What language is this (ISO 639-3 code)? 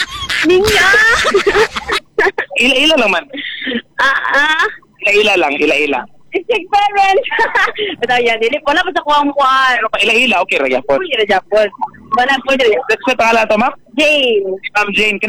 ceb